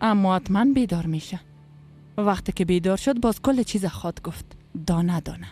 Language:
Persian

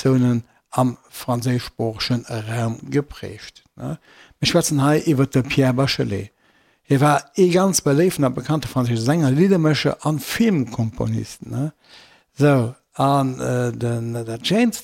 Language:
Luxembourgish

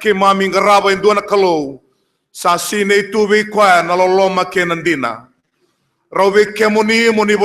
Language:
Fijian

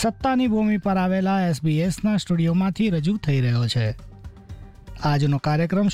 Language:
Gujarati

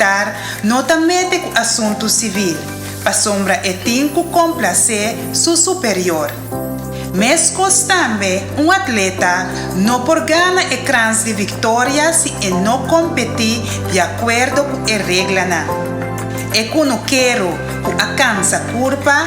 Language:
Papiamento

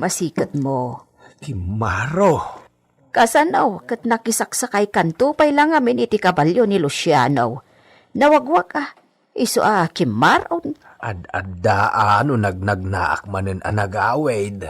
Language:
Iloko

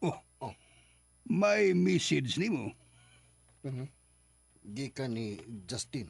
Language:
Cebuano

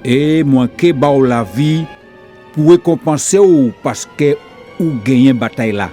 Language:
Guadeloupean Creole French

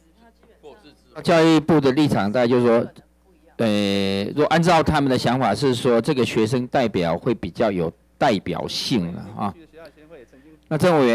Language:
Chinese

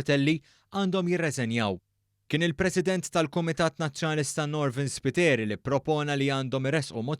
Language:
Maltese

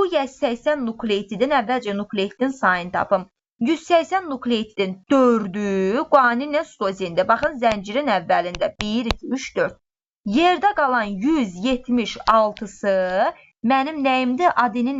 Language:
Azerbaijani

